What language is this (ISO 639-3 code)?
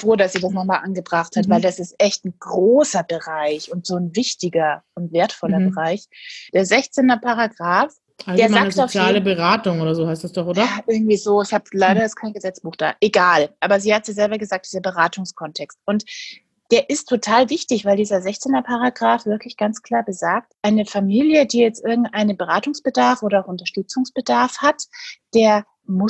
deu